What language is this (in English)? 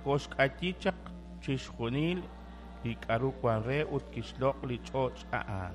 Kekchí